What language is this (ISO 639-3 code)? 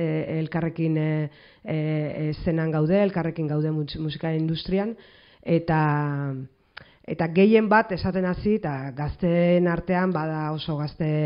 eus